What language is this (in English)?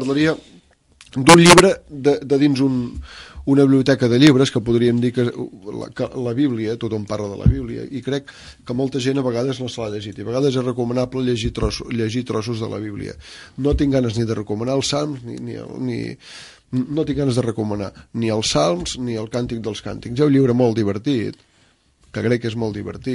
Catalan